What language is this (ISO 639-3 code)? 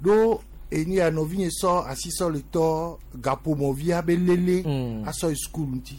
gej